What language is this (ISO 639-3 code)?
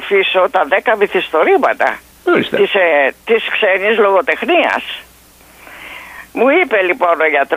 ell